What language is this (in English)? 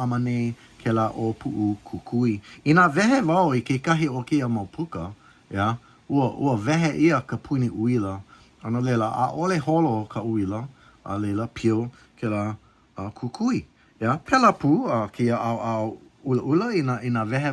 Hawaiian